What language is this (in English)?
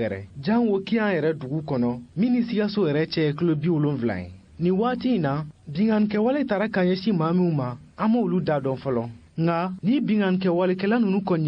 Bambara